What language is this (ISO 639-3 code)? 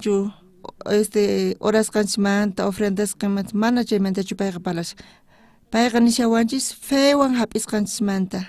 quh